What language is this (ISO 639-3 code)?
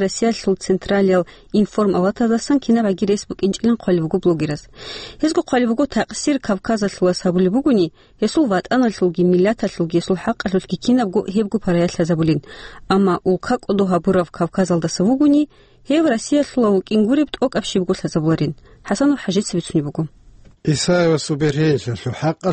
ava